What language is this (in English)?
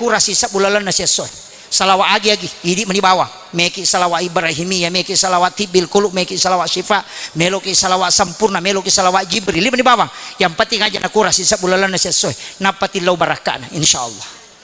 Buginese